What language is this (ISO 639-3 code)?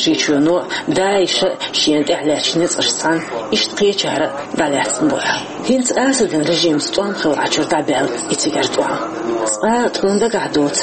che